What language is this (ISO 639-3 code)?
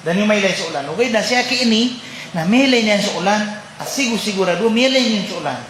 mrw